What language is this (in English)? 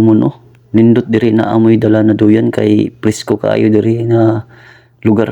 Cebuano